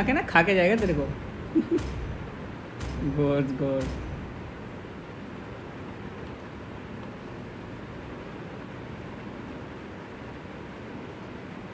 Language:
Hindi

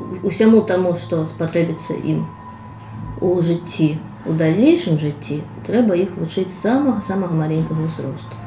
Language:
Belarusian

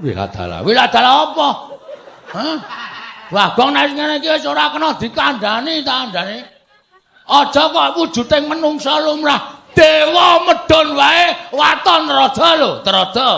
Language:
Javanese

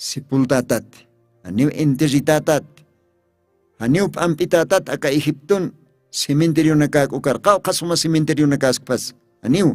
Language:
Aymara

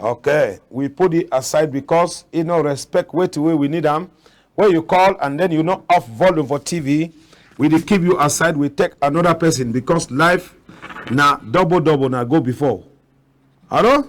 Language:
Cameroon Pidgin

